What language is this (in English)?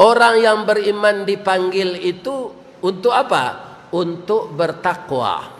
Minangkabau